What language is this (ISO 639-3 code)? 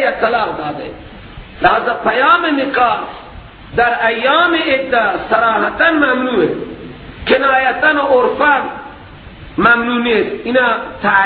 fas